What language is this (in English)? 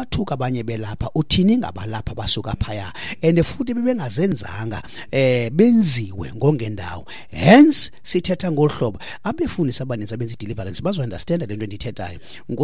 Xhosa